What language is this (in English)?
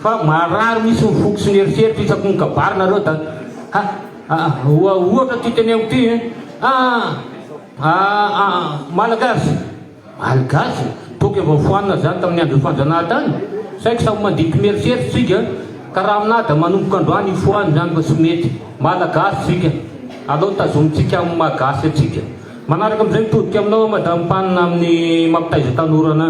Malagasy